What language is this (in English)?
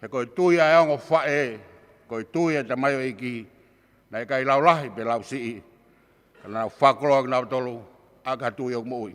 Tongan